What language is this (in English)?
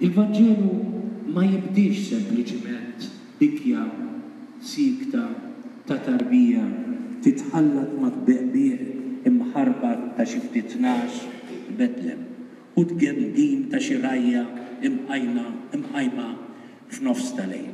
Maltese